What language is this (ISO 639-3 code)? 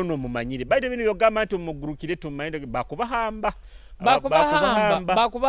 nyo